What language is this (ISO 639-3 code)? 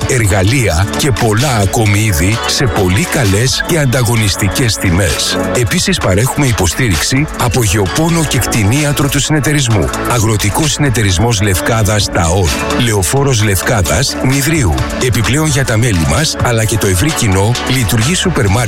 ell